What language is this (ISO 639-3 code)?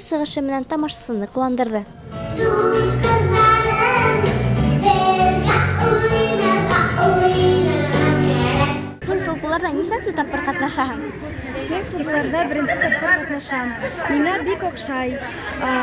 bak